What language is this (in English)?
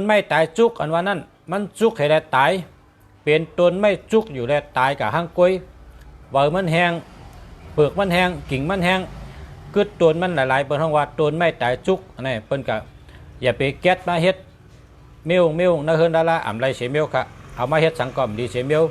Shan